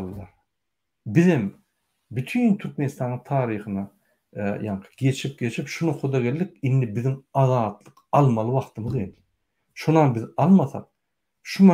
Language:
Turkmen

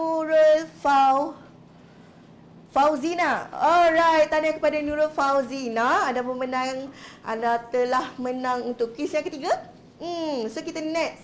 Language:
Malay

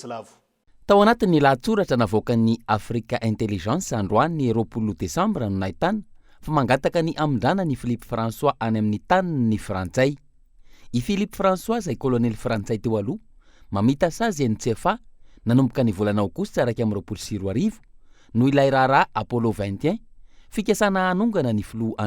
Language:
Malagasy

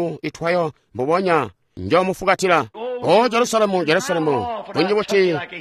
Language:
Tonga (Zambia)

